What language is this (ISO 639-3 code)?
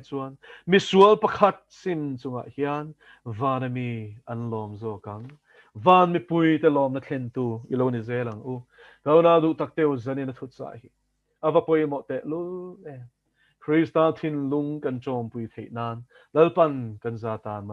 lus